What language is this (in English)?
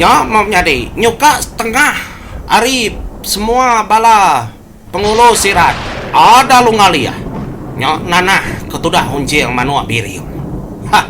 Iban